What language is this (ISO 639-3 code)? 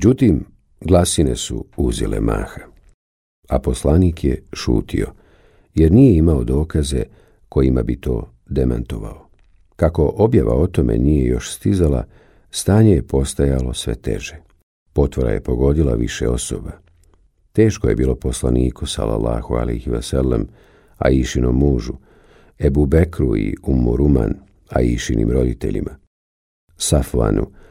bos